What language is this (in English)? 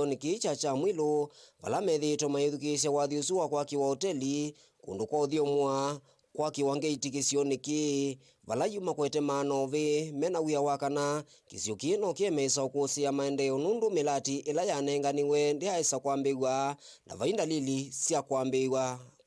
Kamba